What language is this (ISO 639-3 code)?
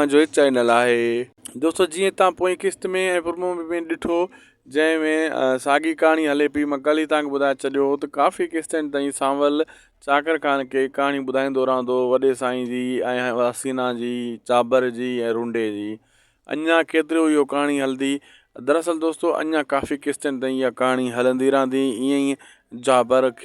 snd